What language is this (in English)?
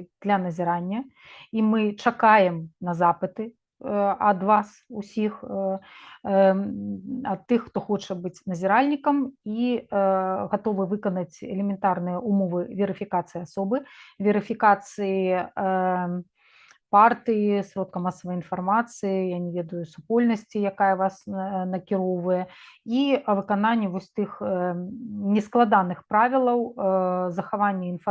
Belarusian